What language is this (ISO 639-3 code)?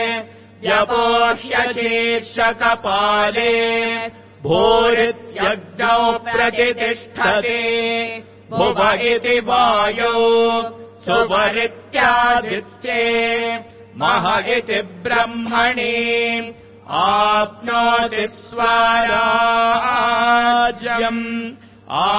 san